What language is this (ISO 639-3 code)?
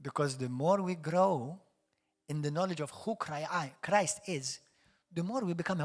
eng